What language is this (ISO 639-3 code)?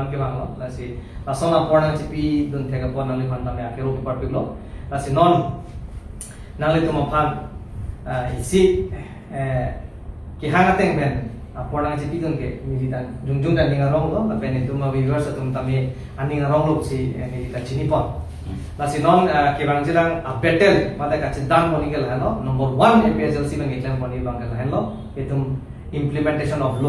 mjw